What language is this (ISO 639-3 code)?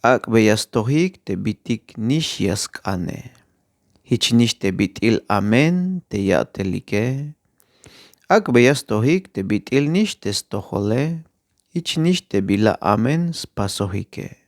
tzh